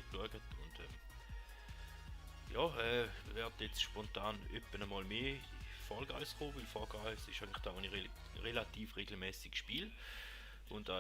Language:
Swiss German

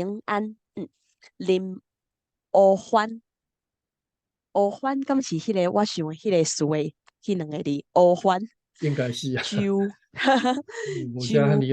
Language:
Min Nan Chinese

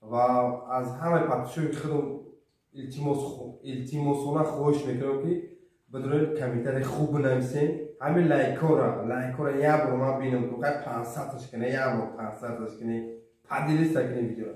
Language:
Tajik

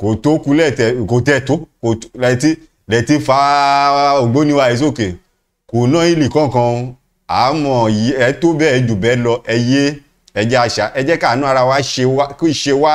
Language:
Yoruba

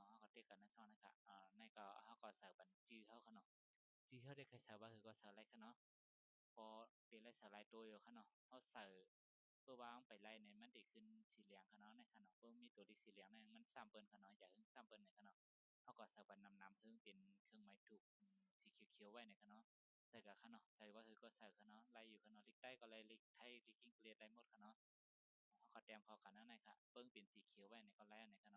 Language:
Shan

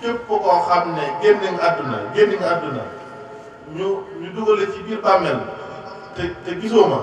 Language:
Wolof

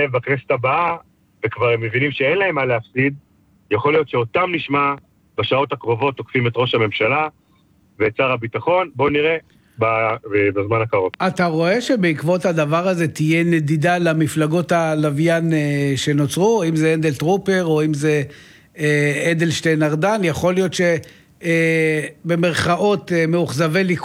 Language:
Hebrew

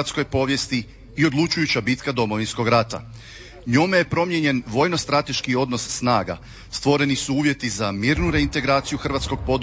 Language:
Croatian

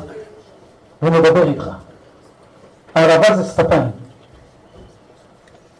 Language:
Hebrew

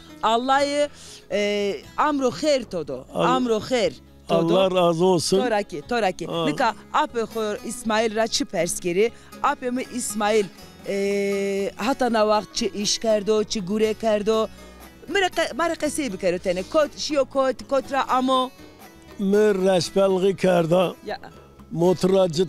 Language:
Zaza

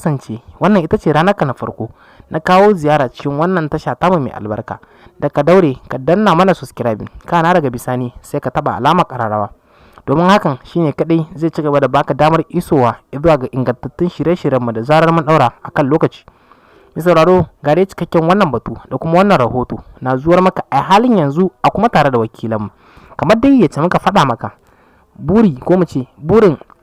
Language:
Hausa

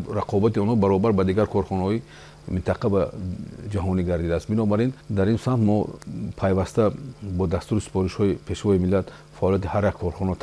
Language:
Tajik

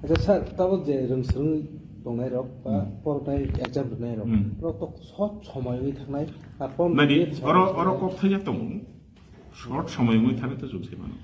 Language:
Kok Borok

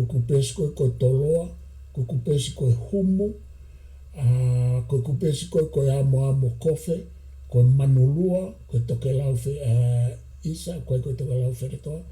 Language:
Tongan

